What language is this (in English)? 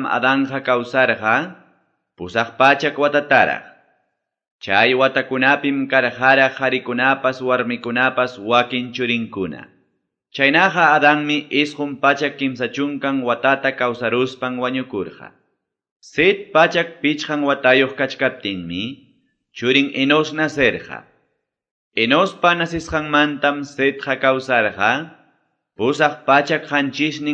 Quechua